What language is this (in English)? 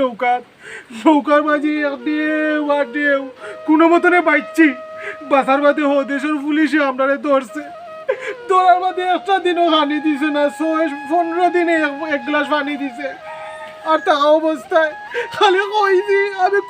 Sylheti